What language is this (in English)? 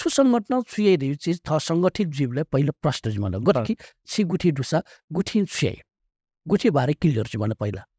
Newari